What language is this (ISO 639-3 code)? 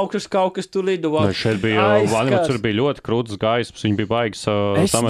lav